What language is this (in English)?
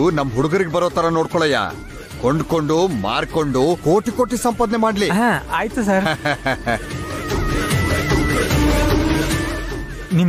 Kannada